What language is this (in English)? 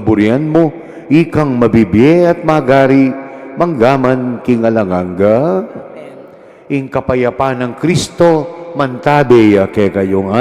Pampanga